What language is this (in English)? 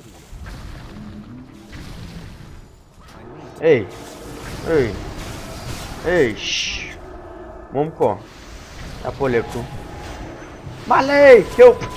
Bulgarian